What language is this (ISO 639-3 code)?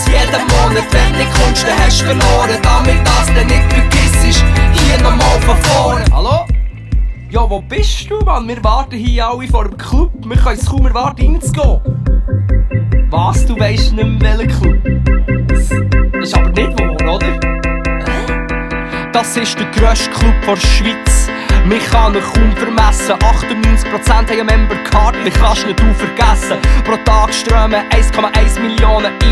deu